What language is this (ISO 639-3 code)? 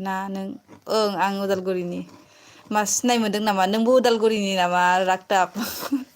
brx